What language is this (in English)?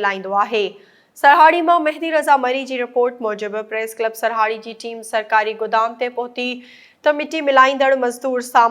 Sindhi